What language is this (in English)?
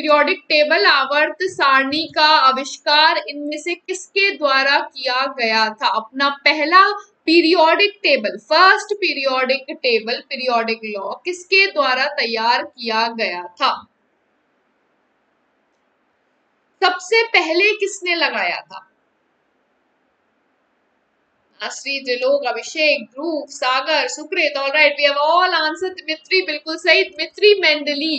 Hindi